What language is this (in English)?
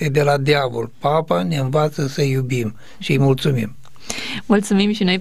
Romanian